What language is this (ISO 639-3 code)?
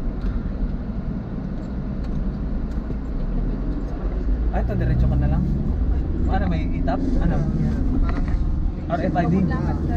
fil